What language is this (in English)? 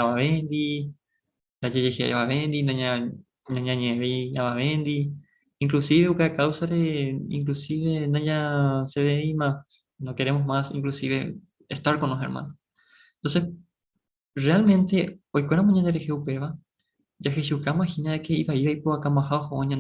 Guarani